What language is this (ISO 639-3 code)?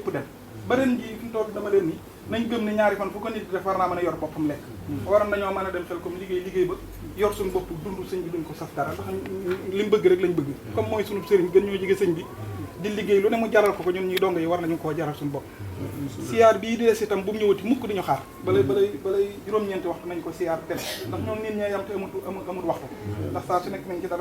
wol